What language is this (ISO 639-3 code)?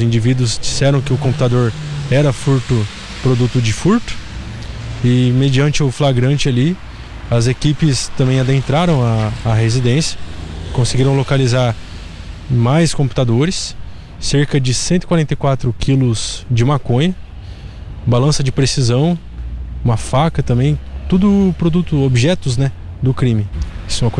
por